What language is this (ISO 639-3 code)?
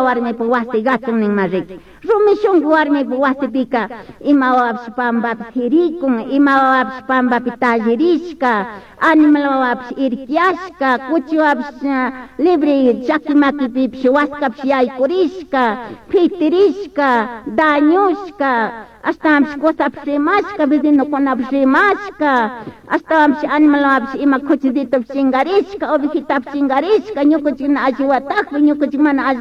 qug